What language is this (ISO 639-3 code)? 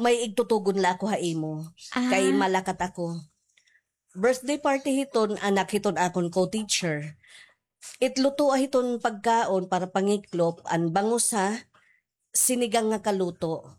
war